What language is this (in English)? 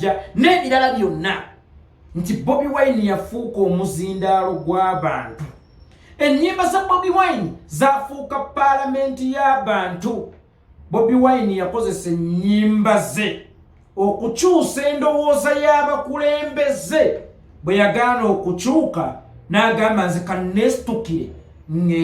Ganda